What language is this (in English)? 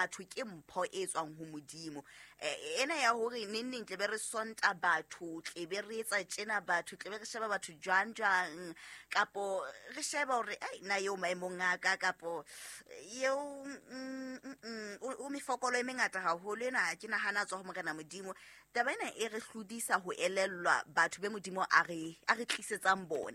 Southern Sotho